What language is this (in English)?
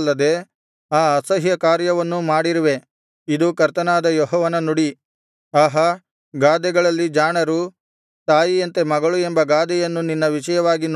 Kannada